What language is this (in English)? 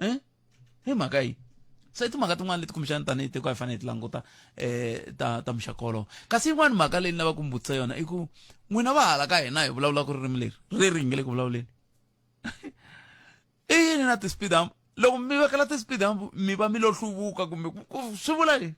Tsonga